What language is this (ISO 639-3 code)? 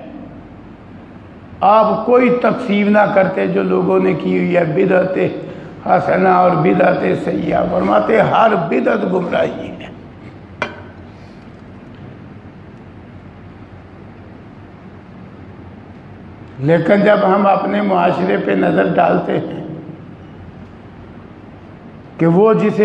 urd